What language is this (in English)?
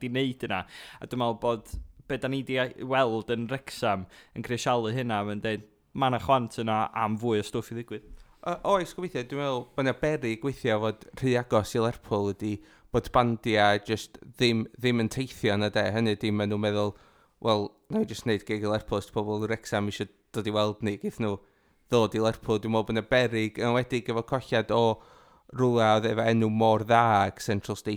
Welsh